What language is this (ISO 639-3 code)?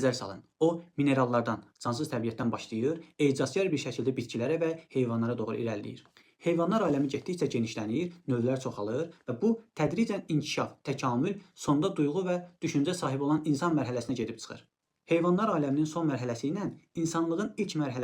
aze